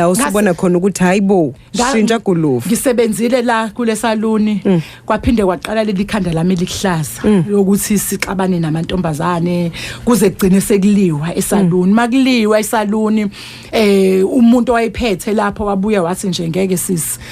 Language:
Zulu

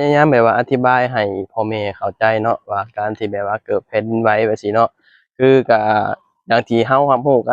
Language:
Lao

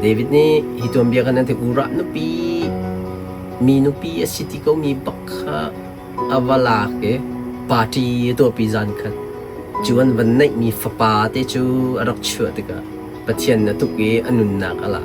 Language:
Hakha Chin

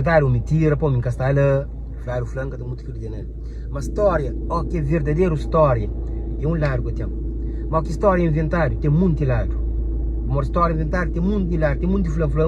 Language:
Kabuverdianu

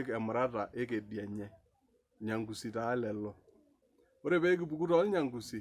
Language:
Masai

